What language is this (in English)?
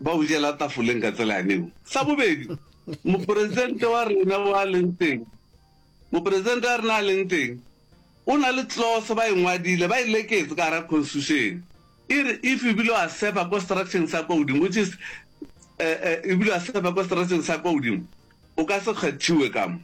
Northern Sotho